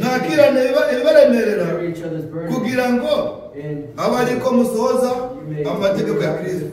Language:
Kinyarwanda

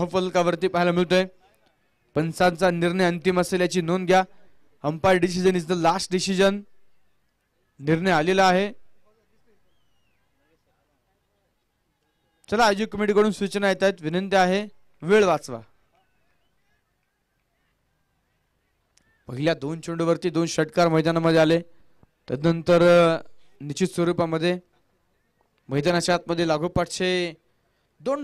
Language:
Marathi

